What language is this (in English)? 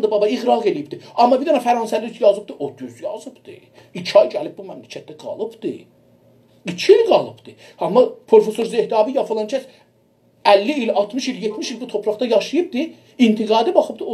South Azerbaijani